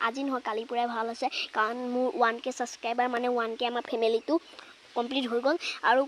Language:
Assamese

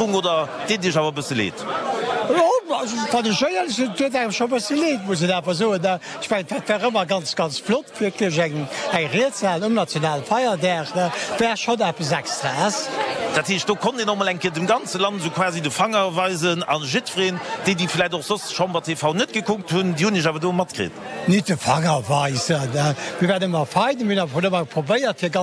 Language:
Luxembourgish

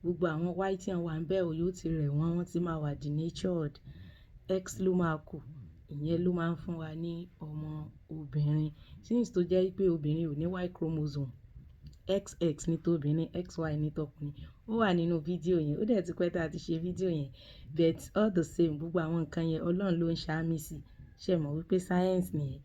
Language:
Yoruba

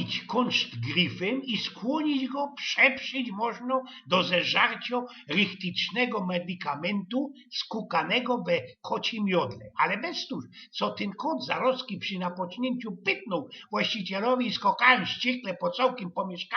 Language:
Silesian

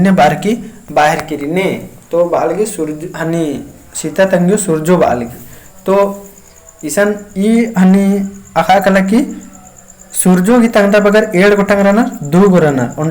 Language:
Kurukh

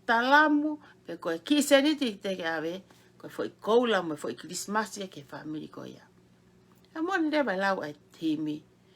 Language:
Tongan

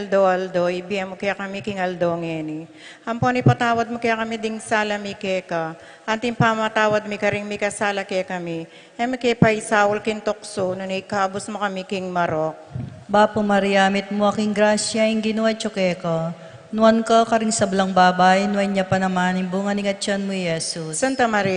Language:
Pampanga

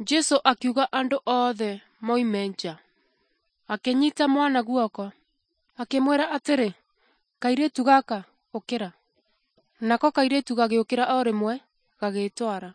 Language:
Kikuyu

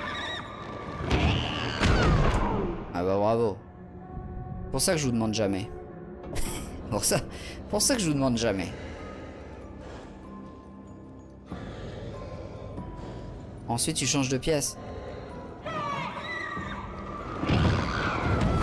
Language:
French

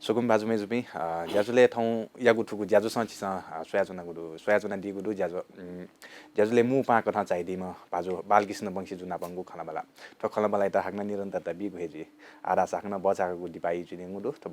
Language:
Newari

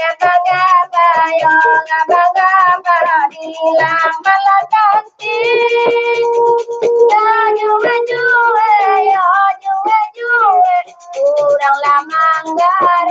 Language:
Minangkabau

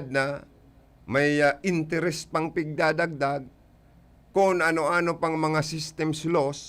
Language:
Bikol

